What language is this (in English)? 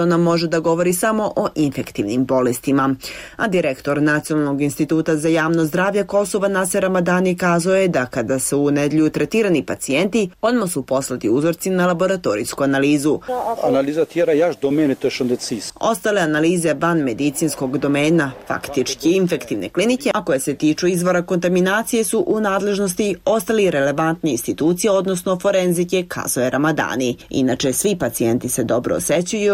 Bosnian